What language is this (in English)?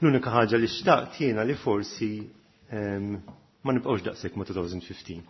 Maltese